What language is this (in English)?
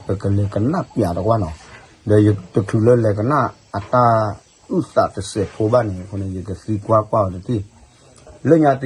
S'gaw Karen